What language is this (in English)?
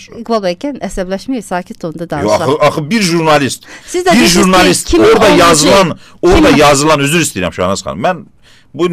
Azerbaijani